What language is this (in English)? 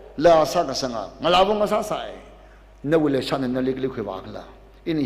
Tangkhul Naga (India)